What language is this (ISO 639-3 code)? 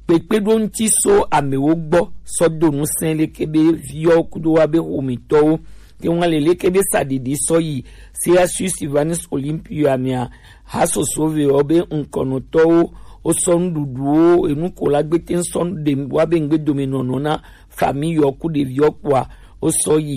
gej